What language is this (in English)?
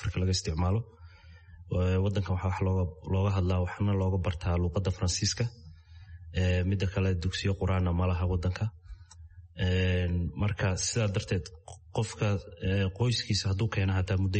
Somali